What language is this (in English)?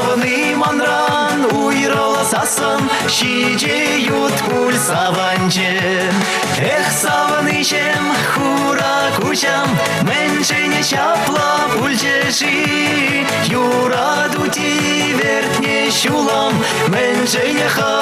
Chuvash